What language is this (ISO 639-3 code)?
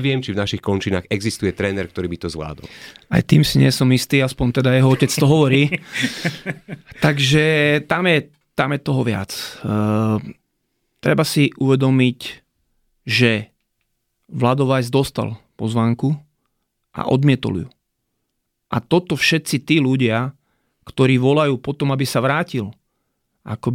slk